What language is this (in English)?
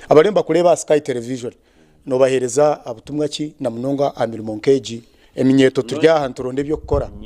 Nyankole